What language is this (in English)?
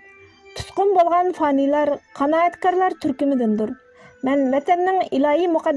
Uyghur